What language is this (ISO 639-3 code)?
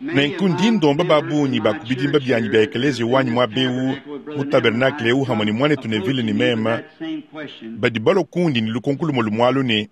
lua